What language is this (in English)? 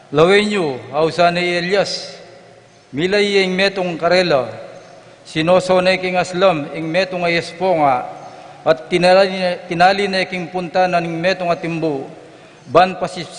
Pampanga